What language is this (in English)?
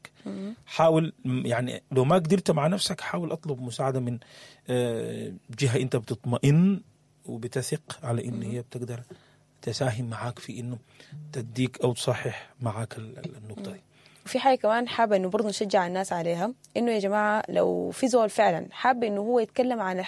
Sudanese Arabic